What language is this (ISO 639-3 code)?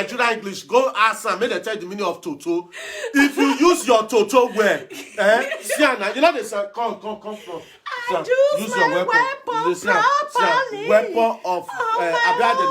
pcm